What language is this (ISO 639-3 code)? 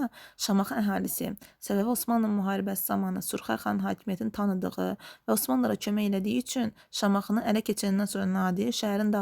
aze